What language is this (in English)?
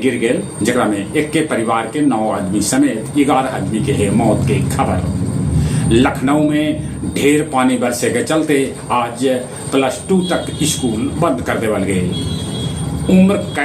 Magahi